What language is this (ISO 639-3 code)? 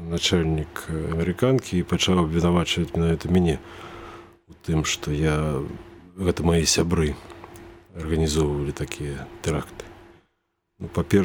bel